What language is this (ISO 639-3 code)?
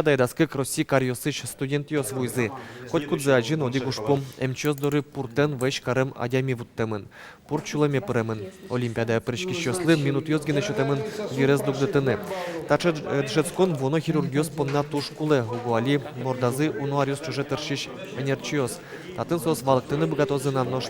udm